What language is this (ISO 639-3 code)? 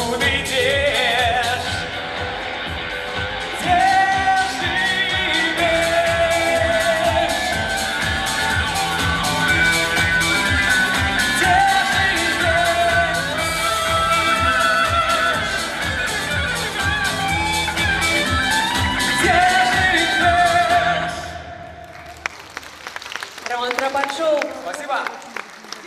rus